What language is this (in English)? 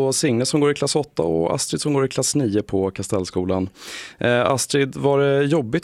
Swedish